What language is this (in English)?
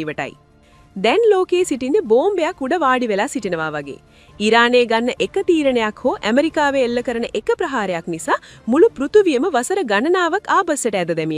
Sinhala